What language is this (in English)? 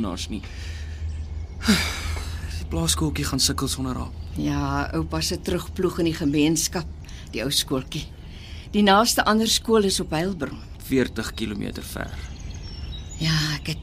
Afrikaans